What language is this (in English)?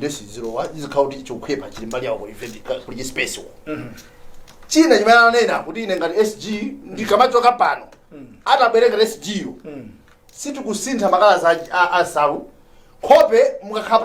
Nyanja